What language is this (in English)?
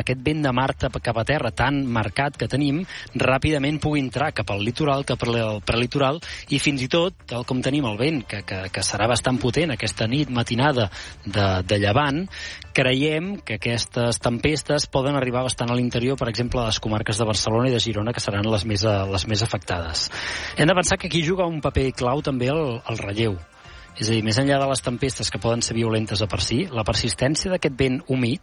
Catalan